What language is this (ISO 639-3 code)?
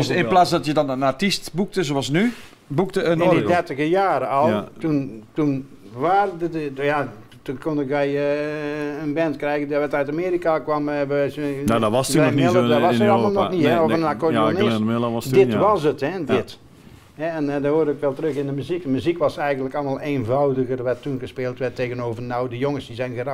nld